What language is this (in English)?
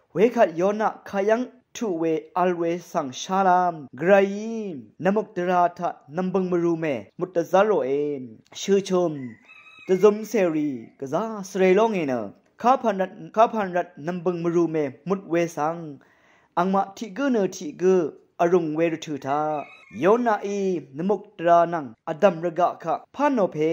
Rawang